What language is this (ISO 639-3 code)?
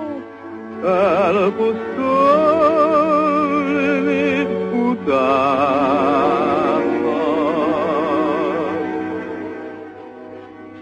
hun